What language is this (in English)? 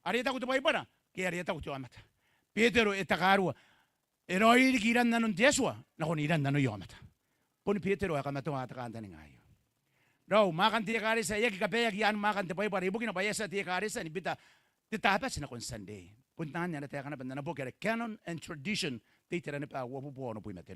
Gilbertese